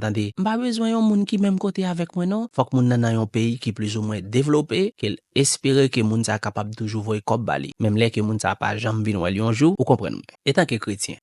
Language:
Haitian Creole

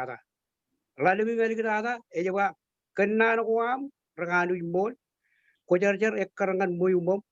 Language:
Marshallese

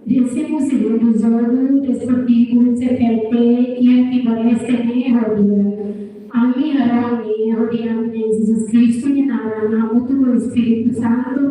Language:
Tetum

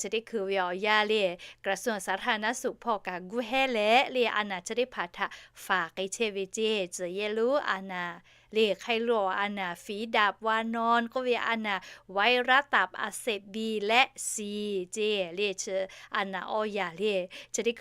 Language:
Lahu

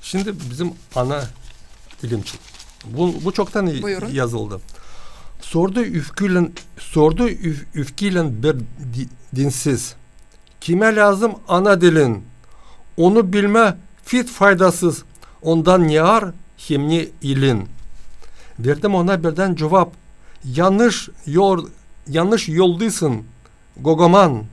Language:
Gagauz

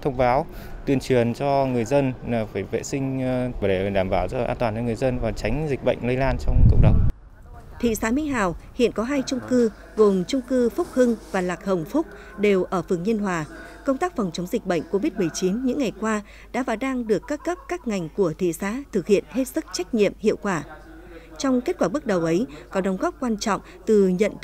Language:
Vietnamese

